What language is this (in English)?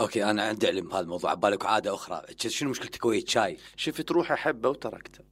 Mesopotamian Arabic